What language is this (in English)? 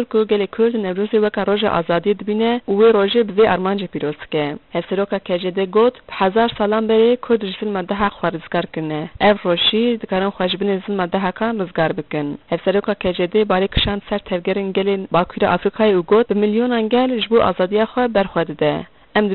Kurdish